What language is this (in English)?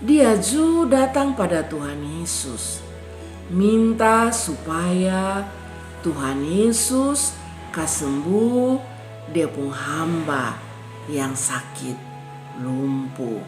Kupang Malay